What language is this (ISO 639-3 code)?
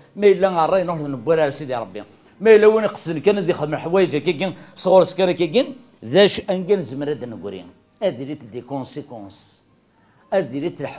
kab